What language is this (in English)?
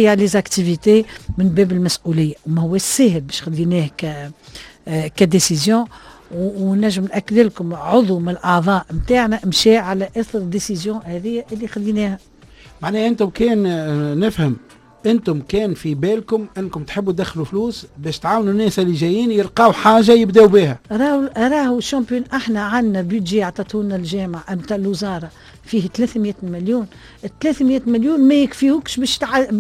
Tunisian Arabic